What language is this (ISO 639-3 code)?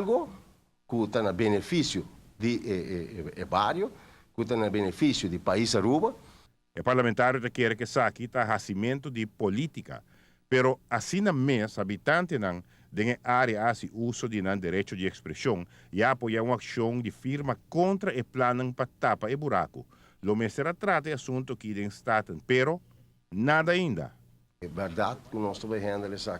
pap